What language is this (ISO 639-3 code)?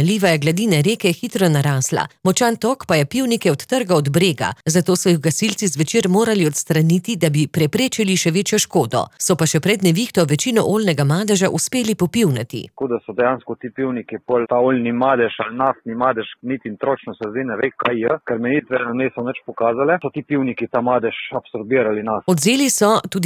slv